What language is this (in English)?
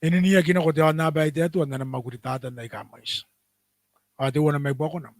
Gilbertese